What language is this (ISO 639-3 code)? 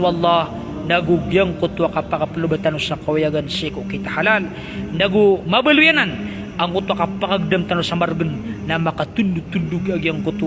mrw